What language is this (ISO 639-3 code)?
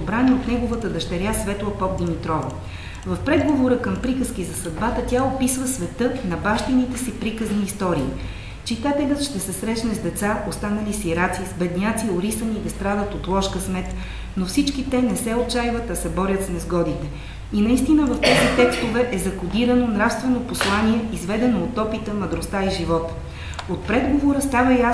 bul